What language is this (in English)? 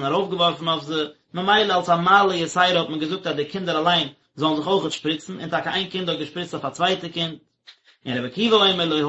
Yiddish